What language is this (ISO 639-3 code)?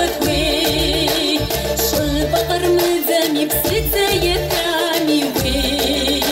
kbd